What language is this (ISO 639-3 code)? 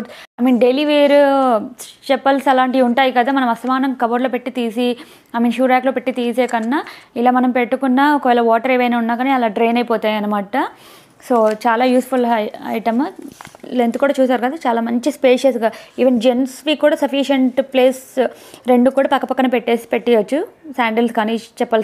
tel